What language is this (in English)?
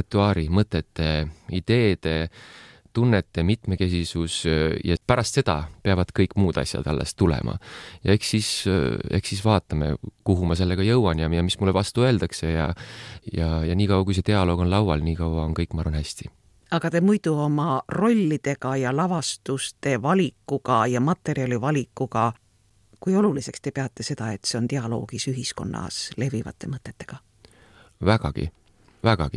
Estonian